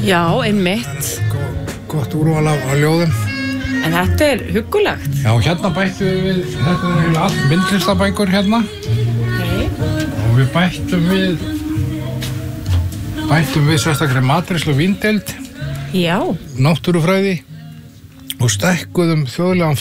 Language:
Icelandic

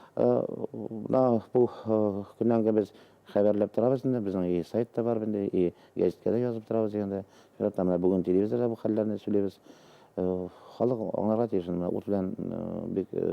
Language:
Bashkir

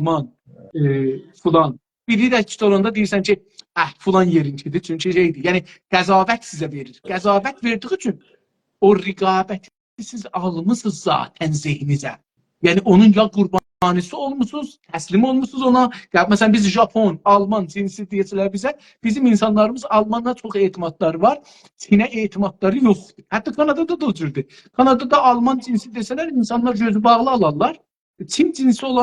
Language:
South Azerbaijani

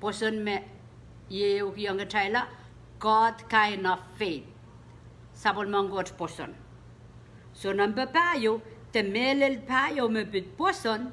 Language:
Pohnpeian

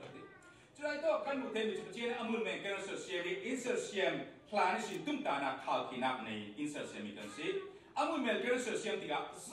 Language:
Falam Chin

